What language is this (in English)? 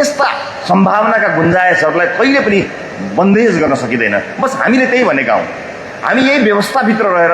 Nepali